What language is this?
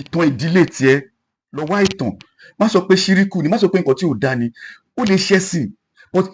Yoruba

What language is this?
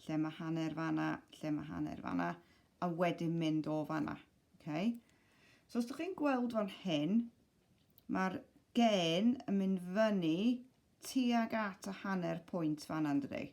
Welsh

